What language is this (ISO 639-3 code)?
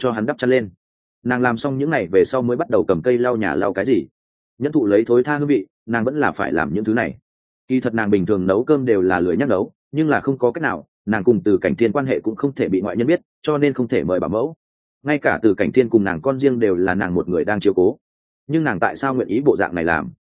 vie